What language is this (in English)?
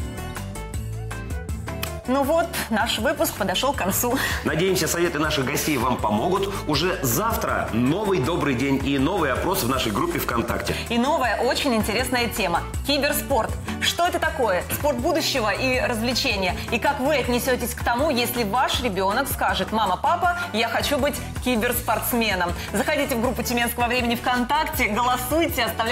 Russian